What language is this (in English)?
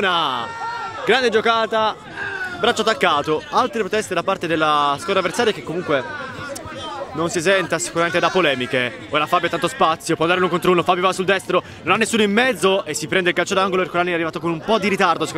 Italian